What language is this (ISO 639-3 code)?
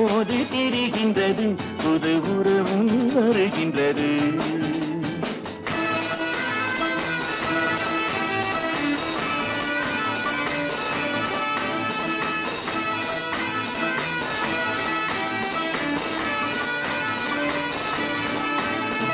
tam